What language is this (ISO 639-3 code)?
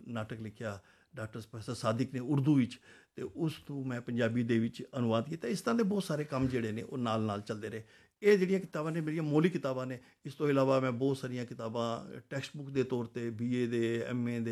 pan